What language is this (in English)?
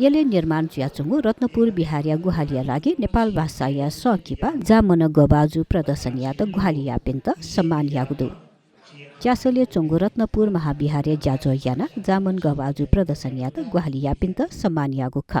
Newari